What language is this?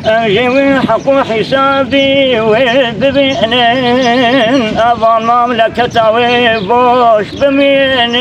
Kurdish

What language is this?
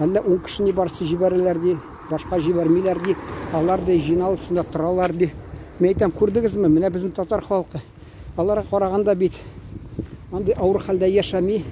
Tatar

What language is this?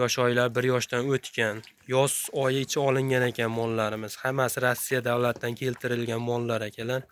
Uzbek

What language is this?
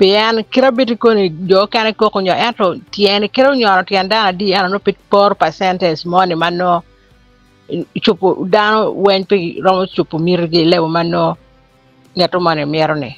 Acoli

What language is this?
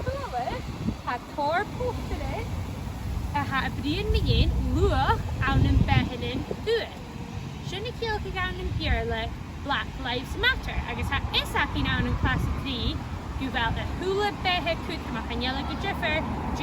Scottish Gaelic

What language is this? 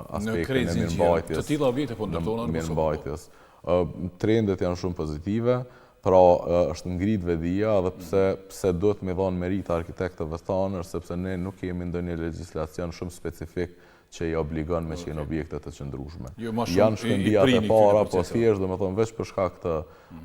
Albanian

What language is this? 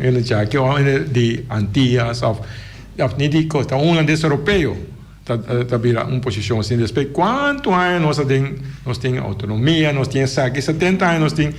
Papiamento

